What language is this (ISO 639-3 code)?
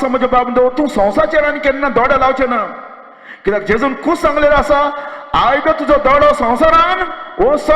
kok